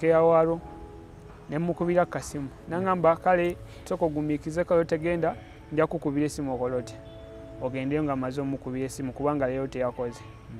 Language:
Ganda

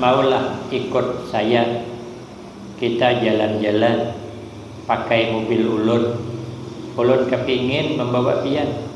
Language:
Banjar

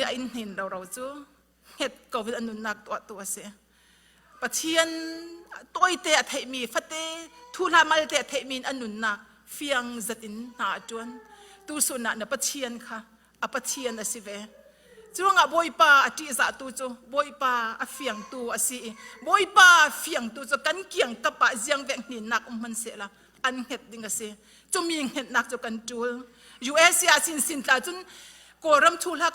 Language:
Falam Chin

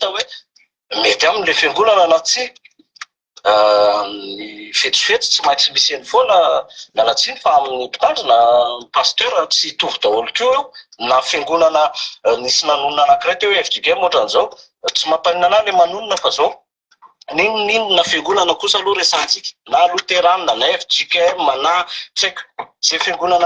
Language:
Malagasy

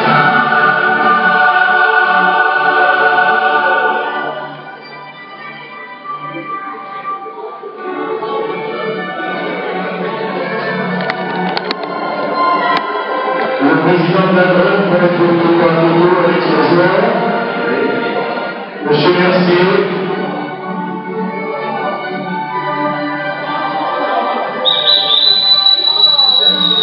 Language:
French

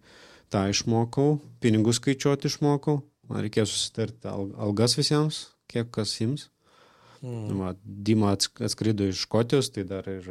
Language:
Lithuanian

